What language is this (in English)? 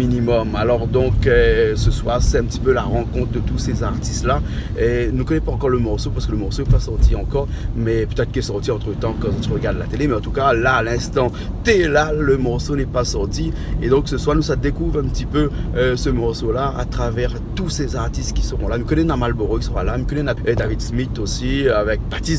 Réunion Creole French